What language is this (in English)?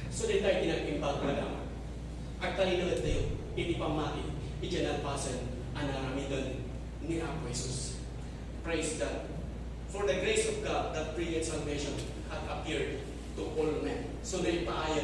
Iloko